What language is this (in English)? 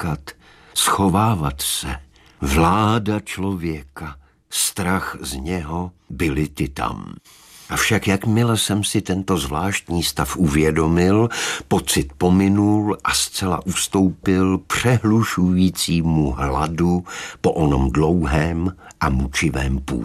Czech